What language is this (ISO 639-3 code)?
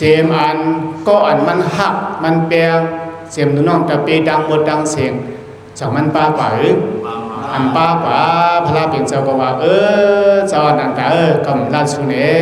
shn